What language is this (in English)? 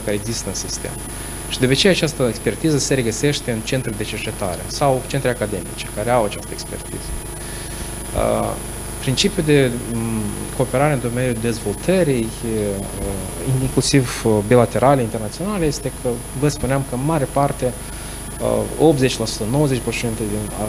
Romanian